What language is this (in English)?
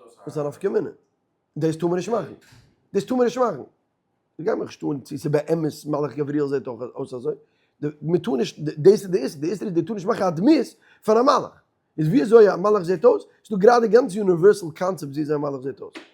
Yiddish